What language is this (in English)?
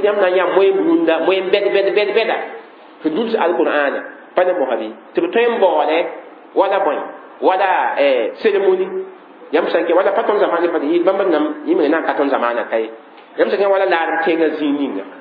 Mossi